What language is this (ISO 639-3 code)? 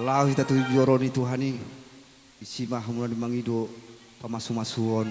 bbc